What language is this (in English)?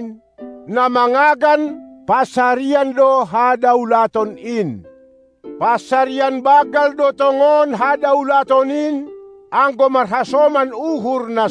Batak Simalungun